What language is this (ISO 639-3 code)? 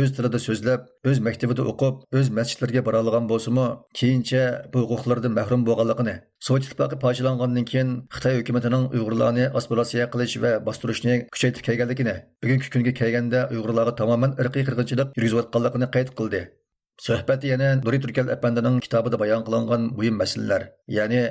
uig